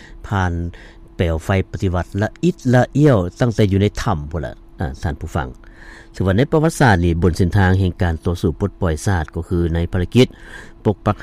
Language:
Lao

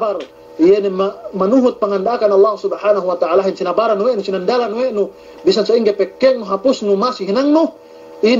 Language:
Yakan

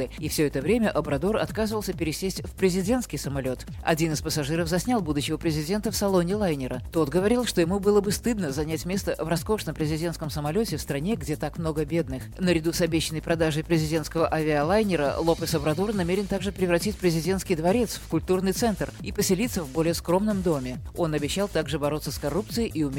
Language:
Russian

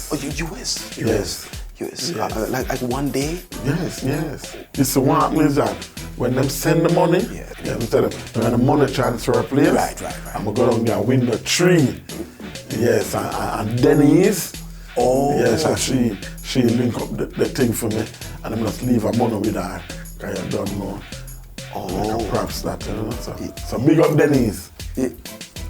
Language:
Jamaican Creole English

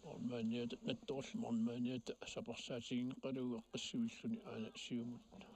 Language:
Kalaallisut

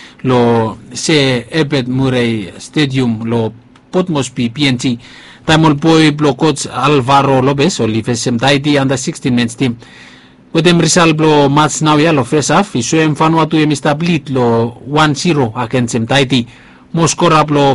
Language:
Bislama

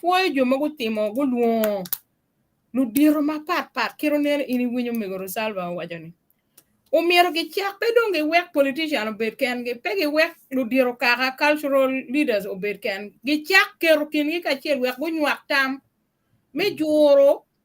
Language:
Acoli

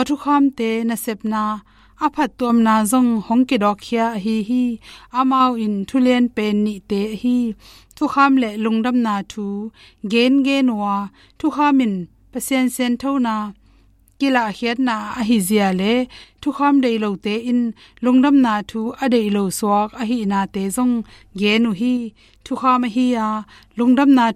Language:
Tedim Chin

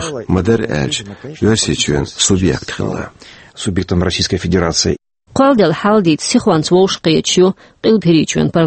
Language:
Chechen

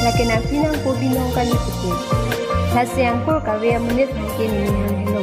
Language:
Karbi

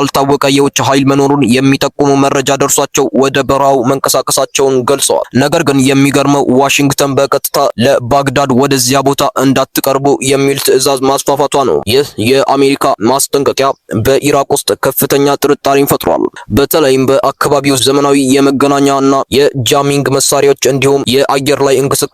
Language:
Amharic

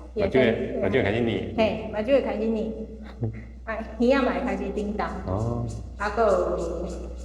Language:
Min Nan Chinese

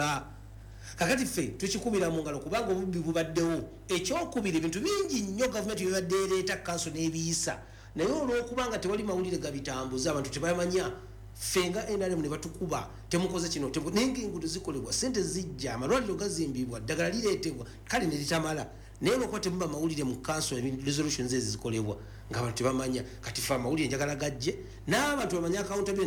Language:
Ganda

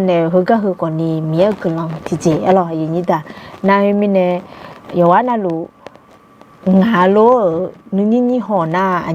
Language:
Akha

